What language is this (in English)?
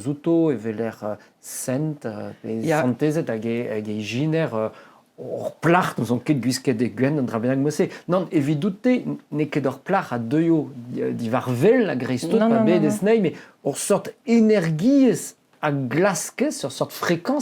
Breton